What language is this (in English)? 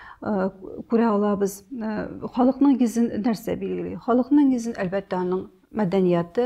Tatar